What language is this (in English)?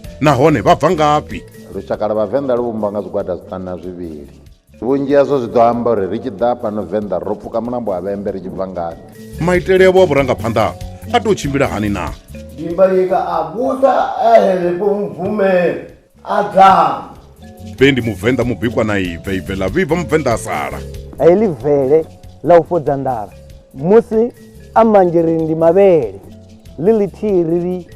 Venda